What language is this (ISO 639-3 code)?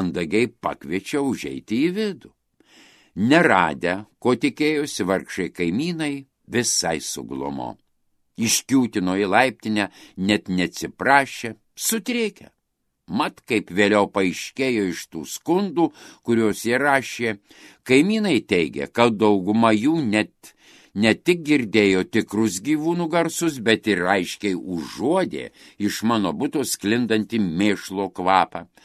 lit